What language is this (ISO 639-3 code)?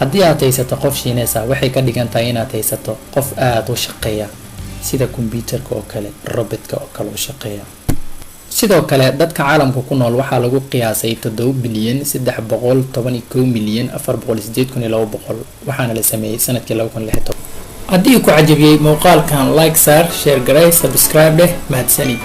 som